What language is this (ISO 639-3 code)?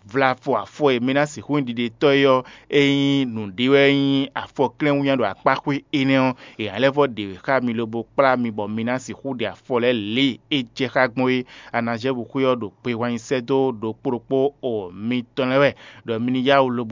fon